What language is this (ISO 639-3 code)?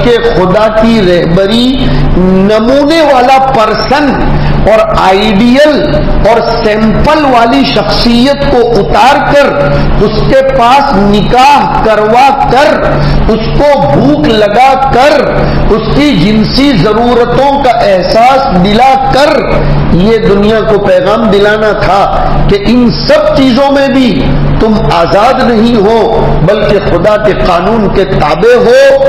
urd